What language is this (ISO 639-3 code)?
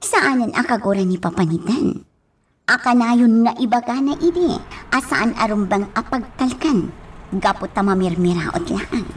ilo